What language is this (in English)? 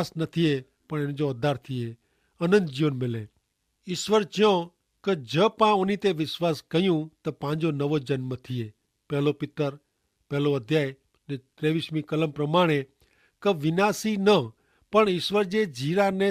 Kachhi